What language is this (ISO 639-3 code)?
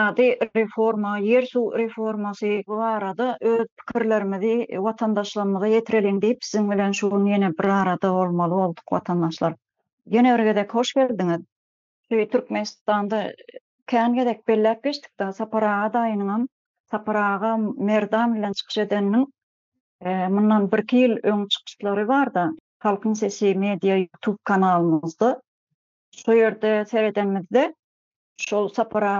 tuk